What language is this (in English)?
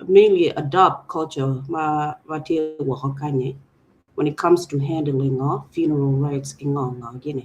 Acoli